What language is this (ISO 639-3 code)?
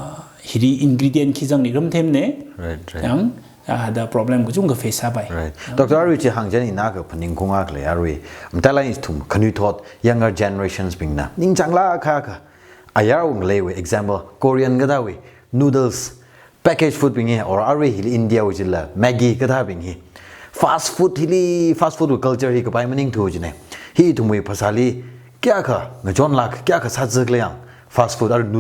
nmf